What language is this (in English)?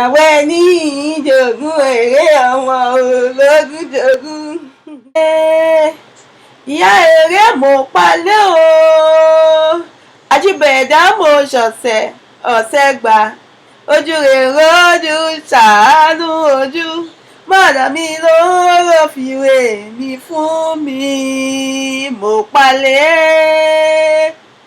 Yoruba